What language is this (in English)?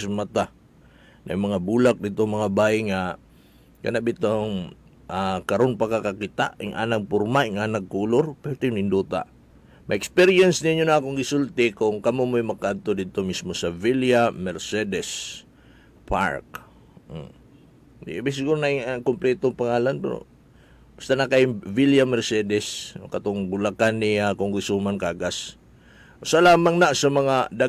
Cebuano